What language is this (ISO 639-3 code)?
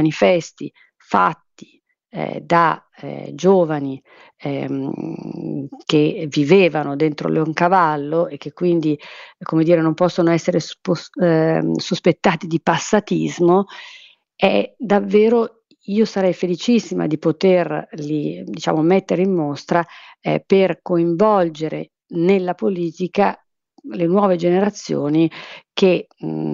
ita